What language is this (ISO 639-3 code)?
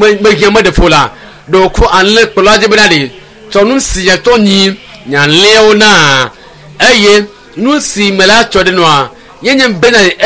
ewe